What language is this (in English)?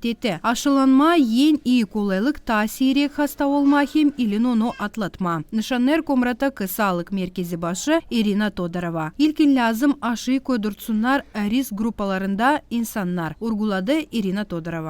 Gagauz